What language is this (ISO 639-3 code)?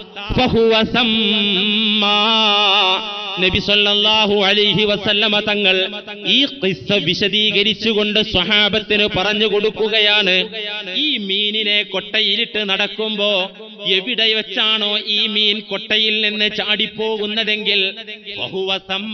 mal